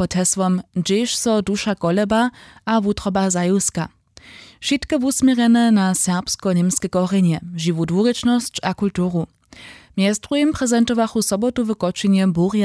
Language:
Upper Sorbian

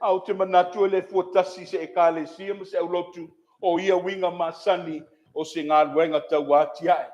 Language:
Samoan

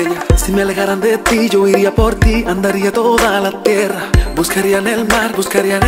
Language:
Spanish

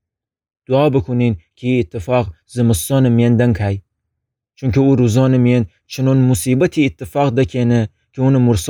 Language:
Gilaki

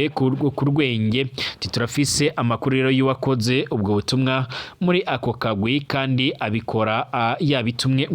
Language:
Rundi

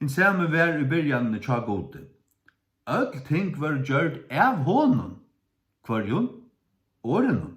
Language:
Faroese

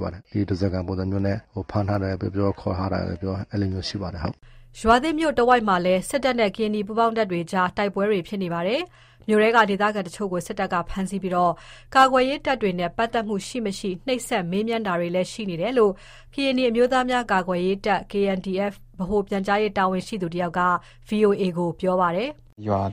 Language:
Burmese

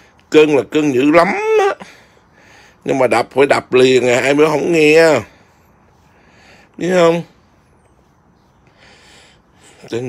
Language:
Vietnamese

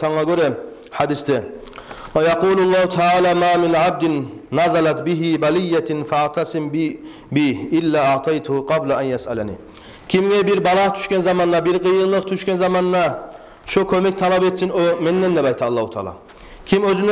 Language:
Kumyk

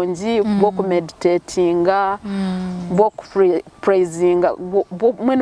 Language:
Nyankole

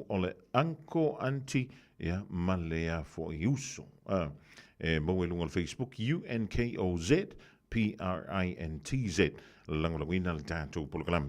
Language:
Samoan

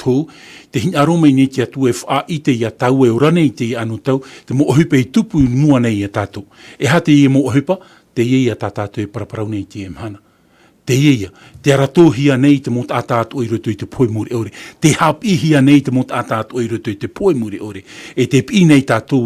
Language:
Tahitian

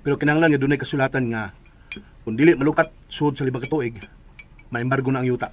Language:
Cebuano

